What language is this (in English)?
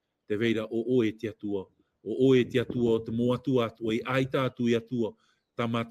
Tahitian